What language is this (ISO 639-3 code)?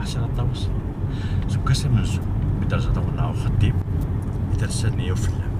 kab